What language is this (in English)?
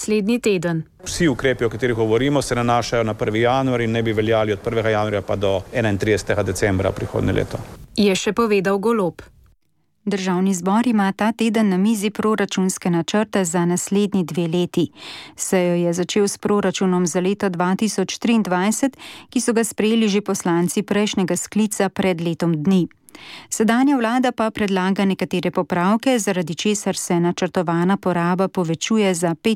Slovenian